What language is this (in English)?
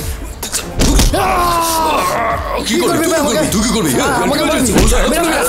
Bangla